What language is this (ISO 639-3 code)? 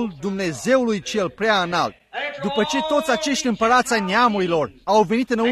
ron